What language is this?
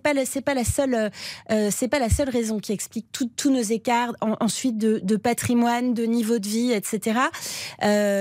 French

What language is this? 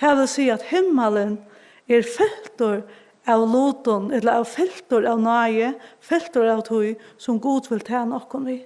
Faroese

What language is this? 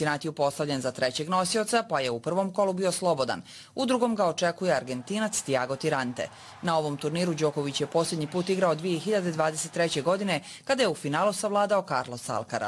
Bosnian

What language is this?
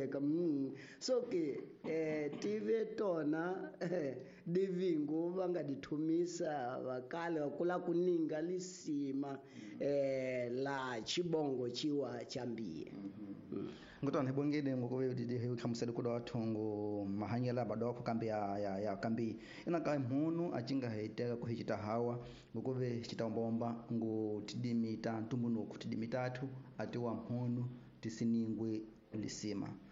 Tsonga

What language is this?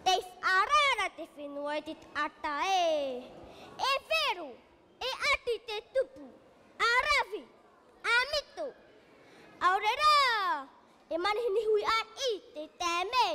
Tahitian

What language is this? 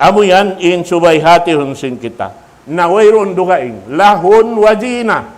Tausug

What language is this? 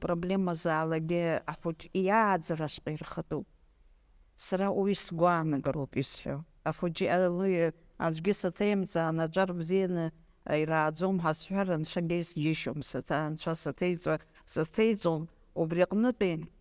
Abkhazian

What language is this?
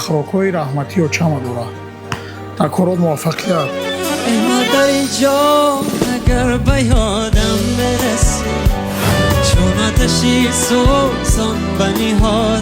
Tajik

